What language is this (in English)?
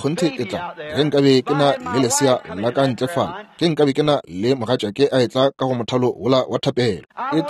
Northern Sotho